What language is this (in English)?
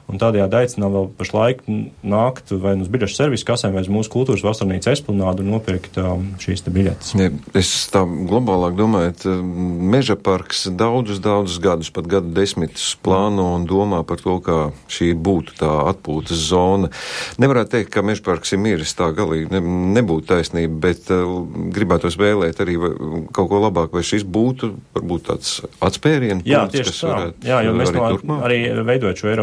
Latvian